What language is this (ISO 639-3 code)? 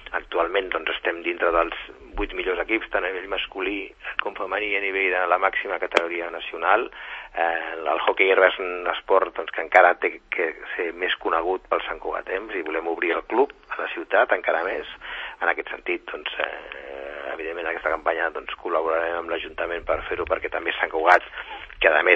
cat